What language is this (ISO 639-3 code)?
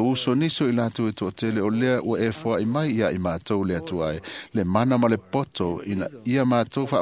smo